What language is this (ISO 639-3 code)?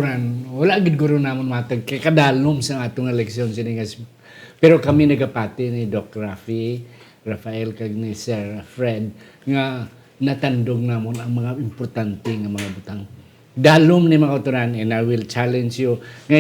hil